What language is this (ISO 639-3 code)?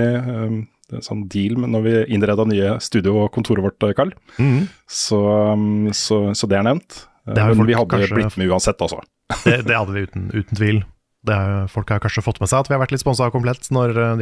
nor